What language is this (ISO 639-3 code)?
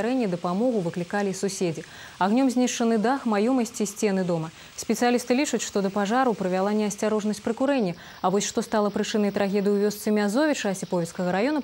bel